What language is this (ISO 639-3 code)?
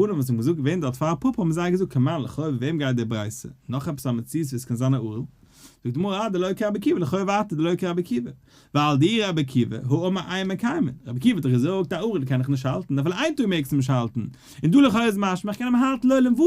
yid